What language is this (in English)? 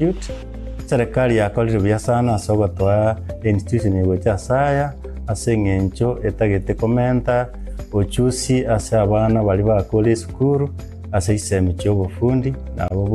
Gusii